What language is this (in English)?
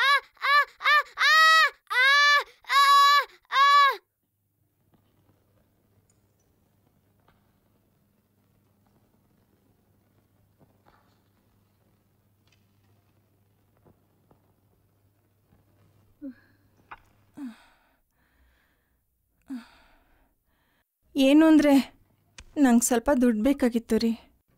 Kannada